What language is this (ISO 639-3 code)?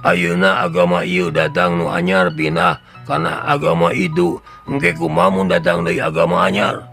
sun